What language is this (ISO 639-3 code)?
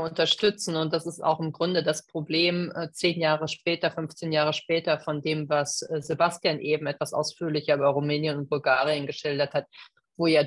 deu